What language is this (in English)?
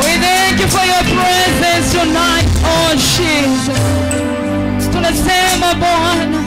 Meru